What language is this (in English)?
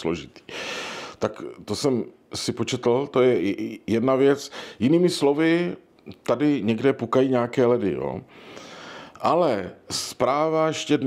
Czech